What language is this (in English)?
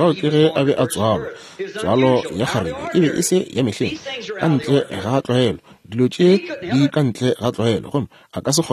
Northern Sotho